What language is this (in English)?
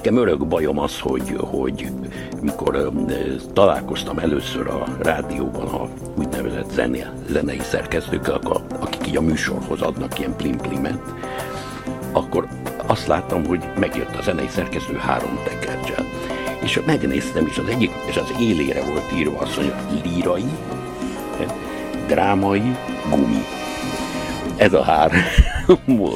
Hungarian